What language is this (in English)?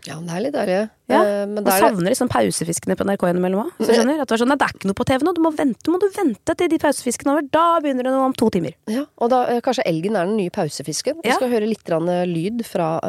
Norwegian